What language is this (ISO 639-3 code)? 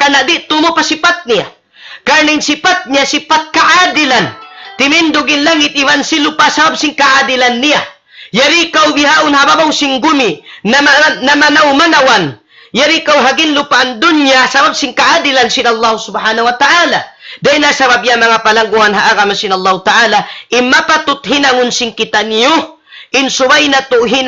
tsg